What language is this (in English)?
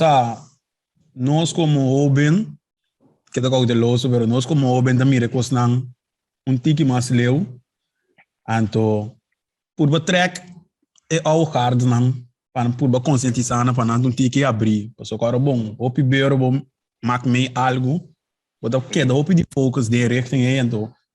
Papiamento